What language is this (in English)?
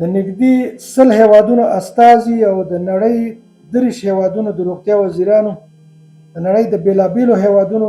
Pashto